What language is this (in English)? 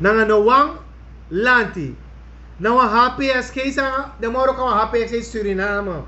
Sranan Tongo